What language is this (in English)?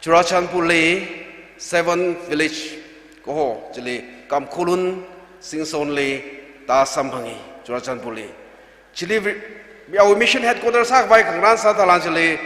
Tangkhul Naga (India)